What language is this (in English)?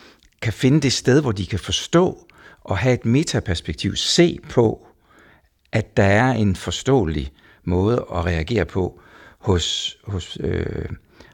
Danish